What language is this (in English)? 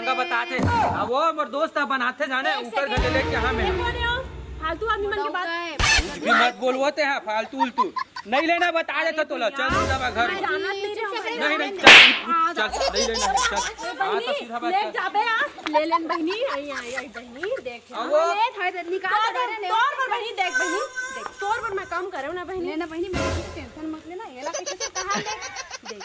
Chhattisgarhi